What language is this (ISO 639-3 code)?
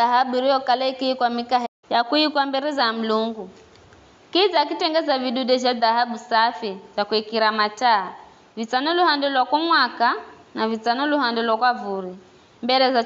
nyf